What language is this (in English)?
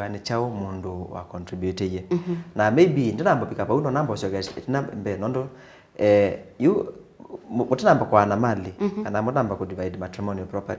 Kamba